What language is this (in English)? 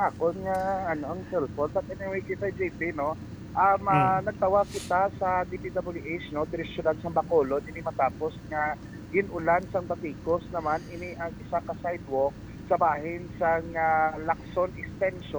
Hiligaynon